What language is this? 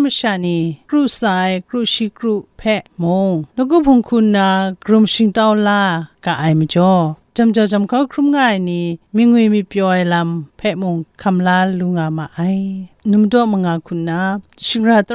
Kachin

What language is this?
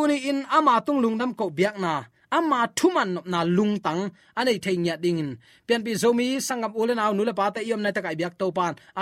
Tedim Chin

